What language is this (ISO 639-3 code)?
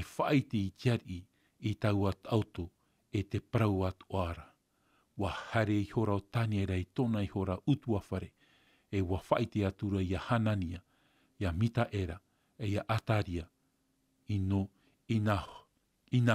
tah